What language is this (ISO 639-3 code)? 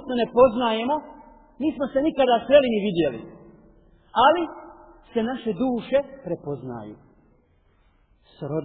bos